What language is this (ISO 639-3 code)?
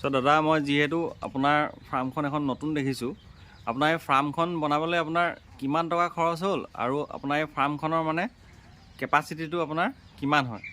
asm